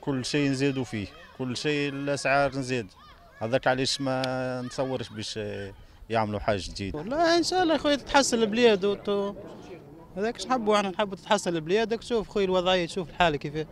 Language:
Tunisian Arabic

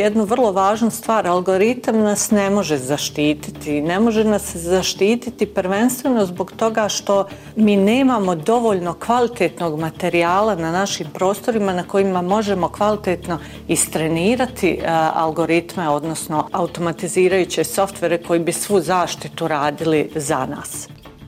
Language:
Bosnian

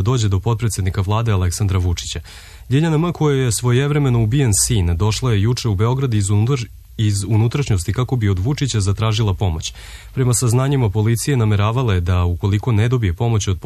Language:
Serbian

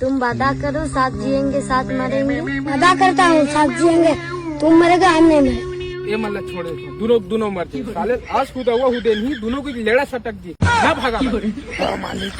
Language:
Chhattisgarhi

